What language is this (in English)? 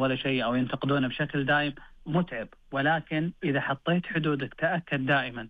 Najdi Arabic